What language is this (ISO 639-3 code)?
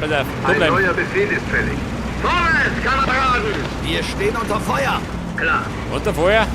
bar